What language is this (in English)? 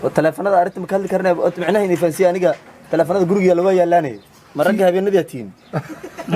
Somali